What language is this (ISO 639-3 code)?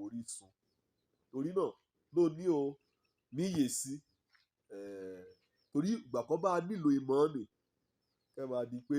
yor